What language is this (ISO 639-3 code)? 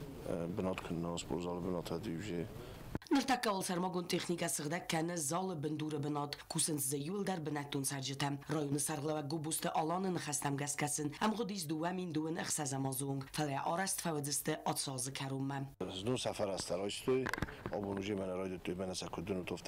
oss